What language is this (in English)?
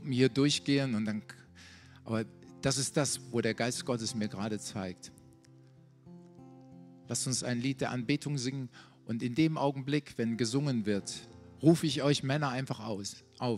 German